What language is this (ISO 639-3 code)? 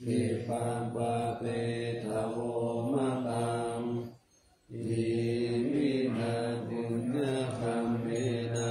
pli